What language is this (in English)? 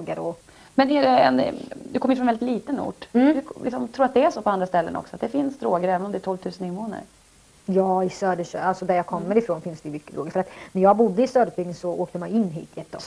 Swedish